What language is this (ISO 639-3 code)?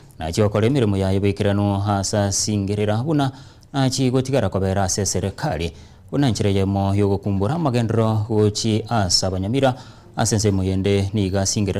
guz